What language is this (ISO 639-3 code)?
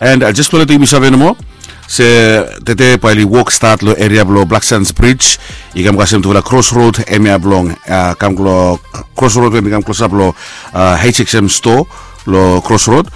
bis